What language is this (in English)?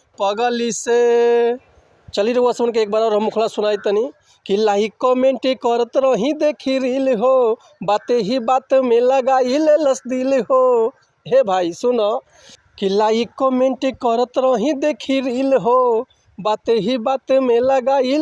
Bhojpuri